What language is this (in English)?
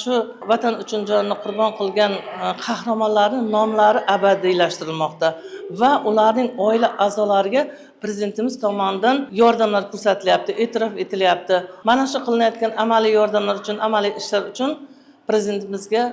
Uzbek